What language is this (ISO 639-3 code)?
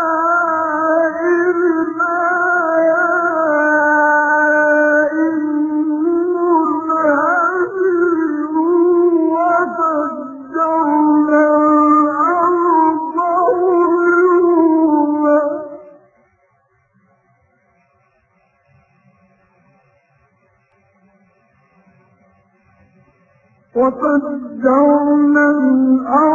ara